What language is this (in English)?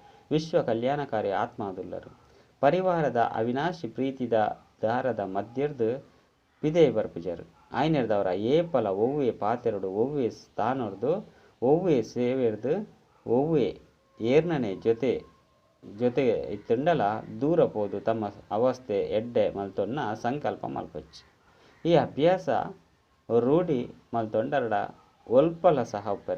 Tulu